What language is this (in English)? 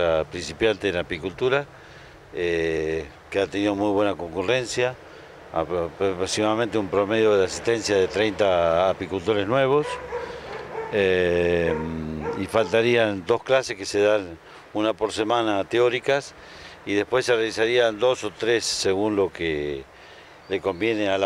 Spanish